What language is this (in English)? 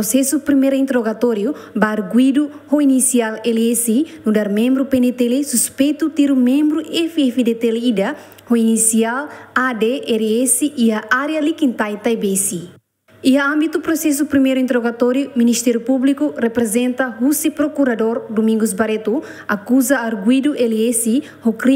Tetum